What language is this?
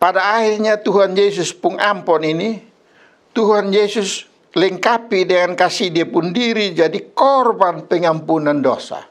Kupang Malay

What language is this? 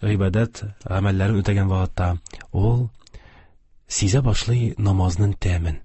Tatar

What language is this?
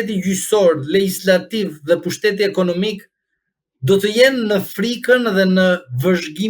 Albanian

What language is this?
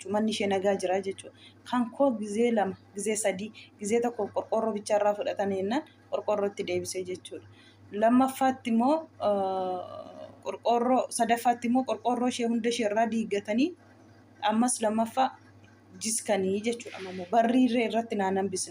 Oromo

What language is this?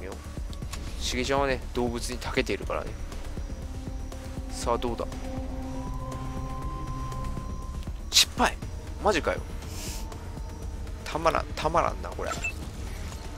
Japanese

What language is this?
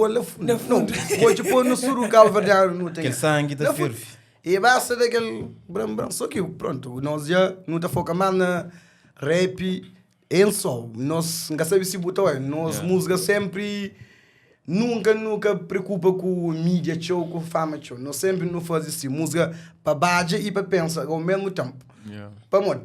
Kabuverdianu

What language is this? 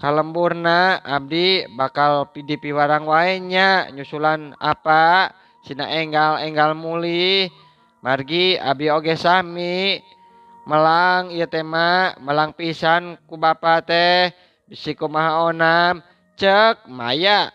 Sundanese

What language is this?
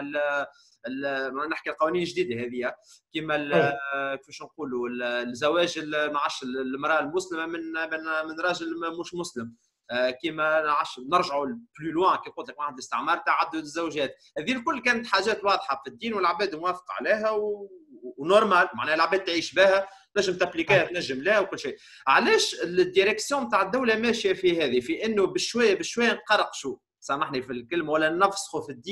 Tunisian Arabic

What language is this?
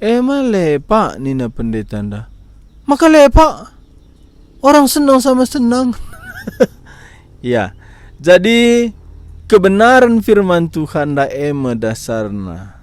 Batak Karo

